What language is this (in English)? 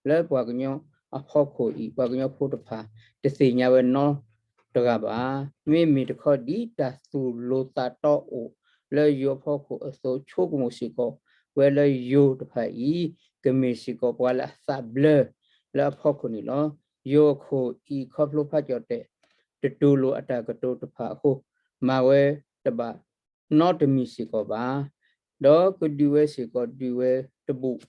S'gaw Karen